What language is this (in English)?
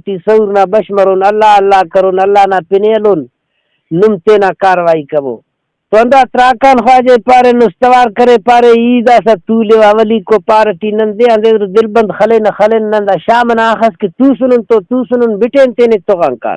Brahui